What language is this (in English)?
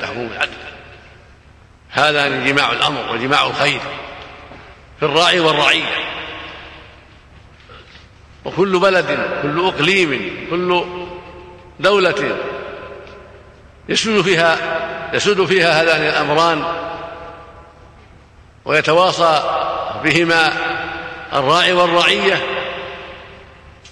Arabic